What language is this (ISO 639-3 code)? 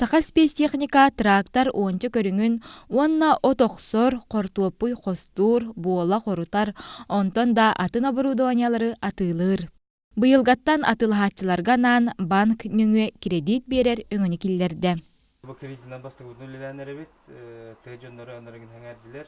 sah